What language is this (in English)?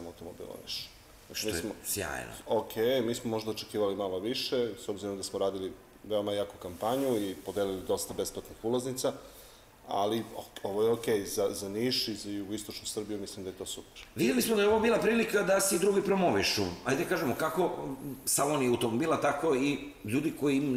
Serbian